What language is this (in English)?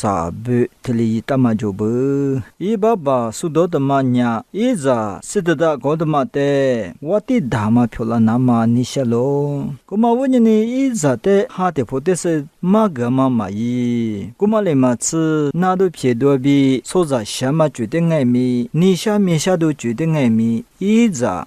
Lisu